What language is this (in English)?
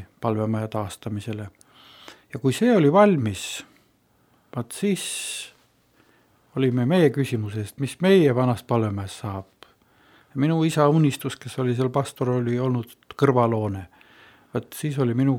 Estonian